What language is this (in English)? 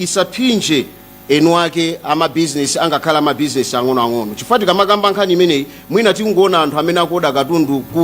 Nyanja